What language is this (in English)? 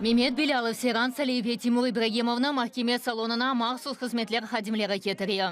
Crimean Tatar